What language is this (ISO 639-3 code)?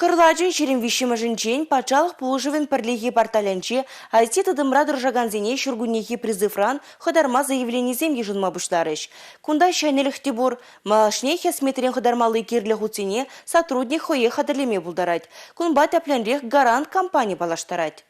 chv